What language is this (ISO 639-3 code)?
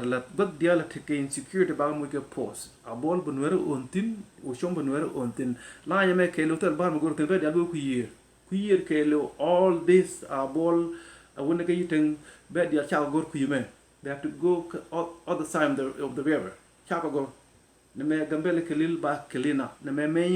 nus